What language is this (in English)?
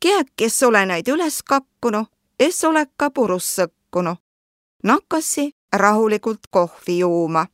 Võro